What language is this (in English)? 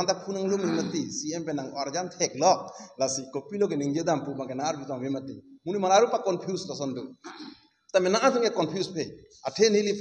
Karbi